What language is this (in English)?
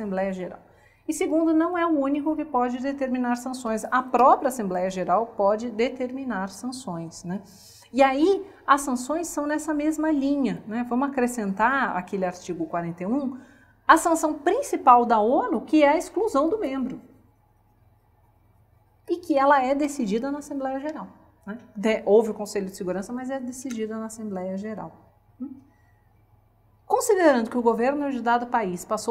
Portuguese